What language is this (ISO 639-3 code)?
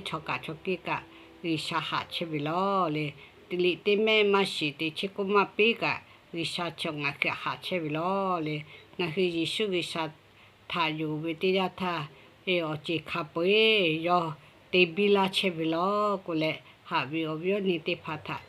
lhu